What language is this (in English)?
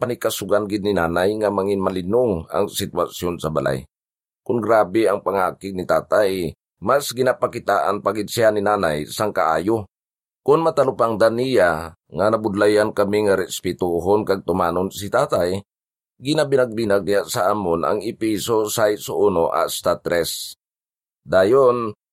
Hiligaynon